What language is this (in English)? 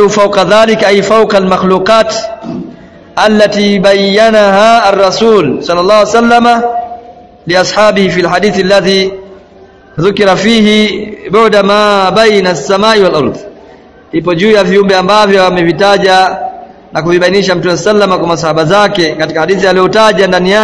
Swahili